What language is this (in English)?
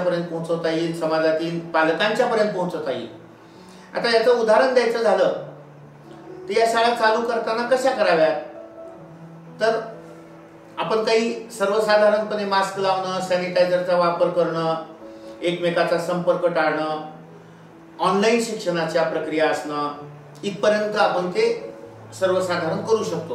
Marathi